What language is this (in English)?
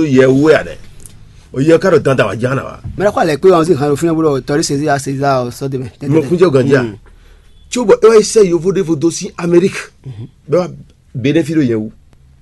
Fon